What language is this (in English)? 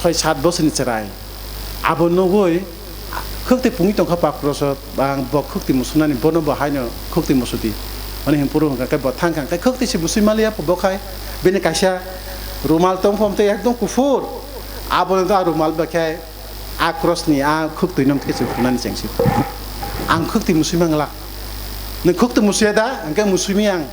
Kok Borok